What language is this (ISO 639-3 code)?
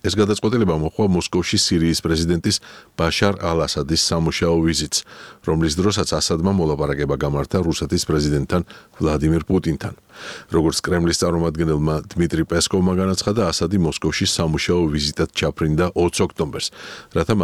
kat